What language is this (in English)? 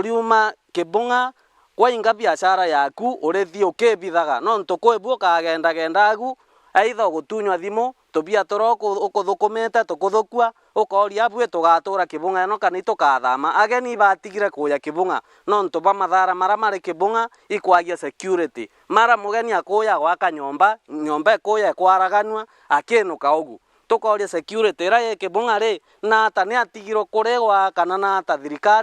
Meru